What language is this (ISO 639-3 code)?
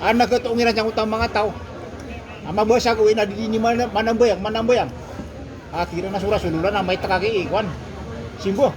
mrw